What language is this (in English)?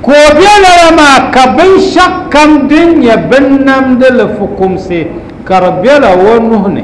Dagbani